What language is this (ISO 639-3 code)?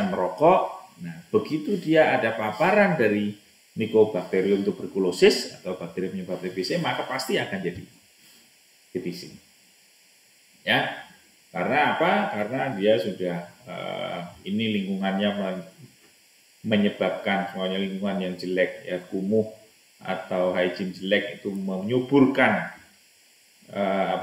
ind